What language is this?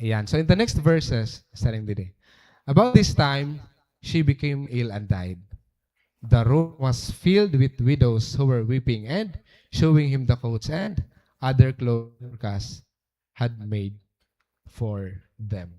Waray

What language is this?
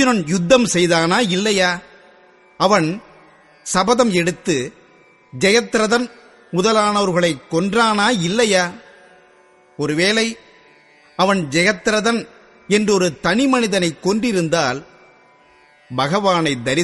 Tamil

